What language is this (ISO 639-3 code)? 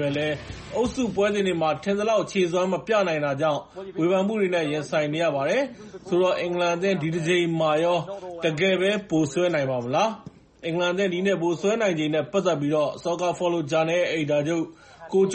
mya